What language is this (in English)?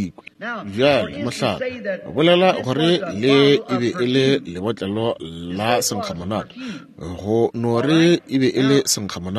Northern Sotho